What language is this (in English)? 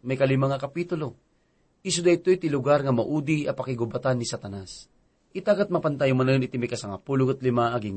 Iloko